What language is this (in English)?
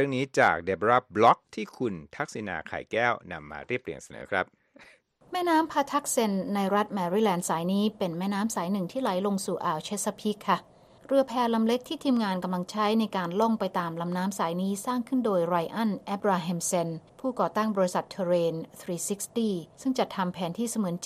Thai